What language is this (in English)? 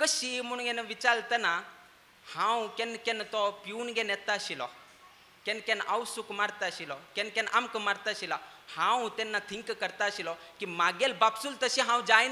Konkani